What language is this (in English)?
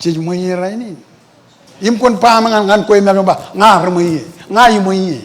Marshallese